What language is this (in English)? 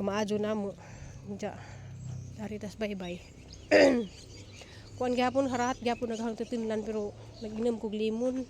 Cebuano